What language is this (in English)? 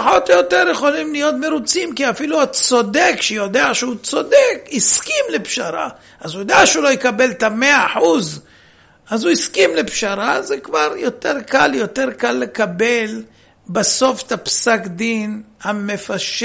Hebrew